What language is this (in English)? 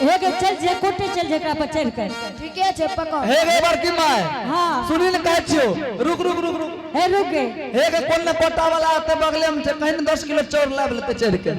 Angika